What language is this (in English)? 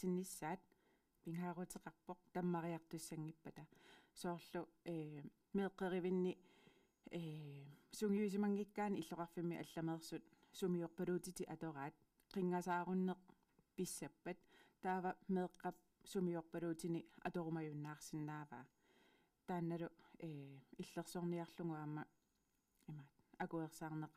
Kalaallisut